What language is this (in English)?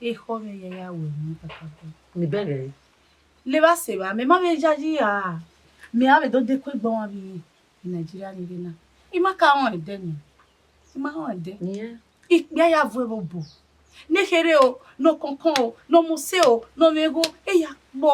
Bini